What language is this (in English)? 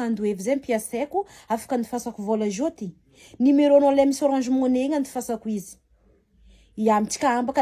Malagasy